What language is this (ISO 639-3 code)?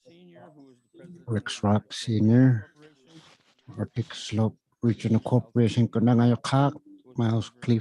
iku